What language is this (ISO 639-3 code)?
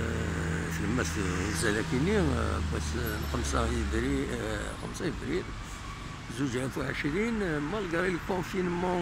kab